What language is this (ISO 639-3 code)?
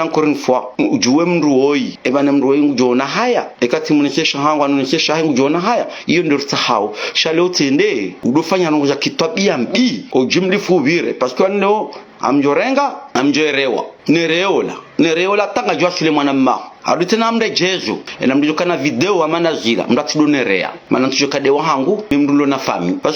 zdj